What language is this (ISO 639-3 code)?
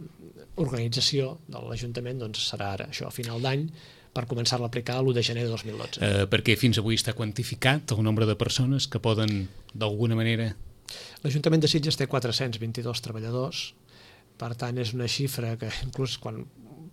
cat